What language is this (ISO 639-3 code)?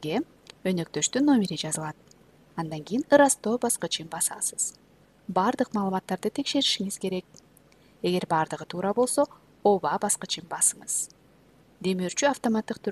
kir